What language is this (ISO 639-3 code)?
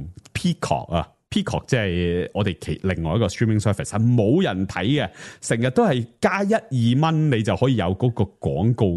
yue